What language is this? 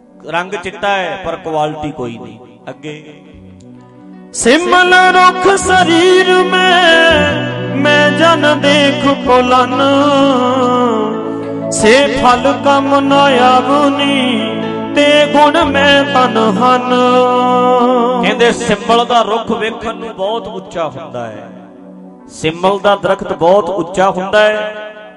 Punjabi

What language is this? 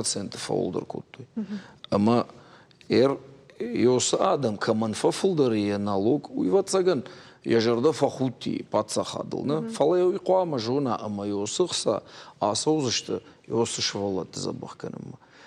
Ossetic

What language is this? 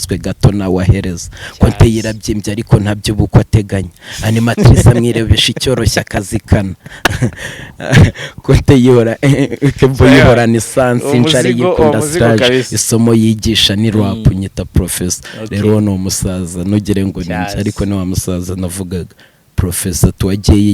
Kinyarwanda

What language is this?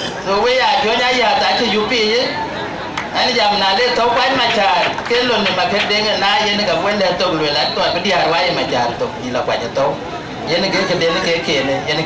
Dinka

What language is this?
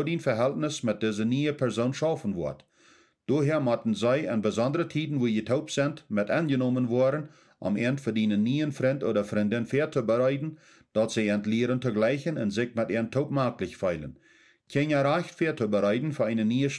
Plautdietsch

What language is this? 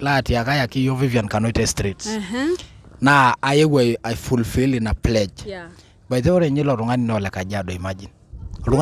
Masai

